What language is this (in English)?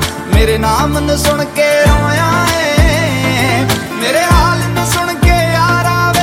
Punjabi